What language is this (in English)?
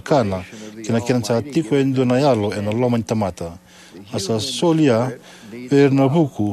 Fijian